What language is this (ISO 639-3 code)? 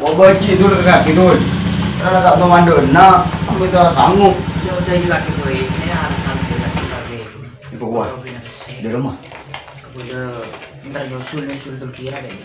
mad